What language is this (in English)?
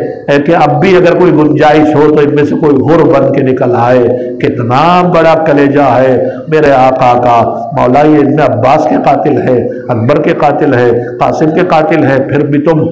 Urdu